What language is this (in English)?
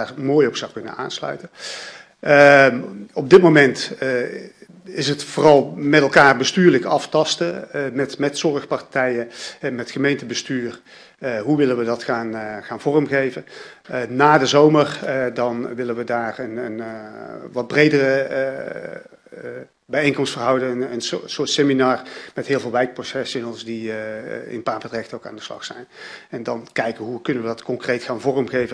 Dutch